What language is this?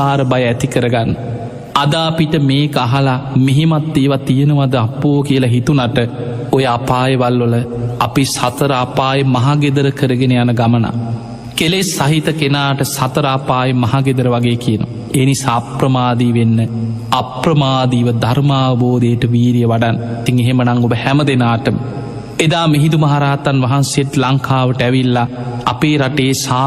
Sinhala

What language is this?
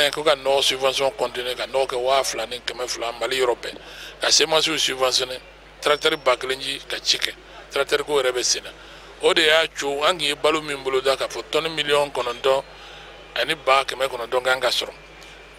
Bambara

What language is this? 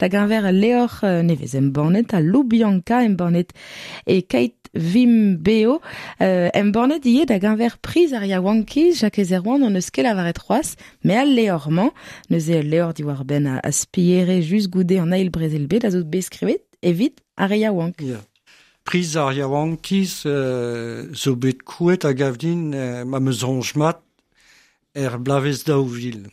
Breton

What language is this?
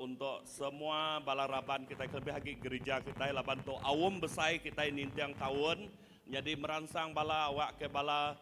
Iban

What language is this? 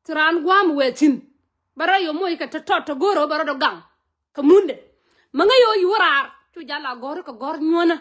Nuer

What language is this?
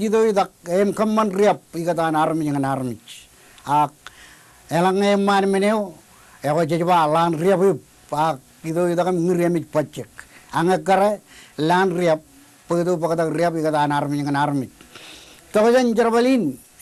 Marshallese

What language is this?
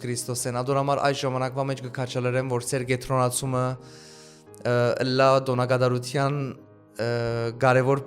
Western Armenian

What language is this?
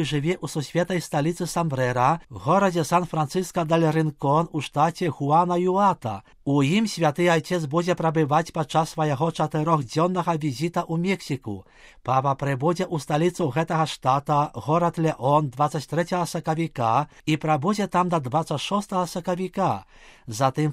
Belarusian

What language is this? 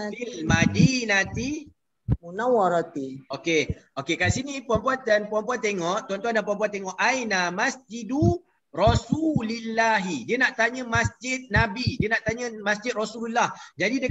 Malay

